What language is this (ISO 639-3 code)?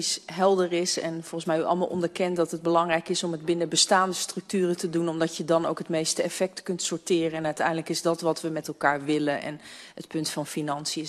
nld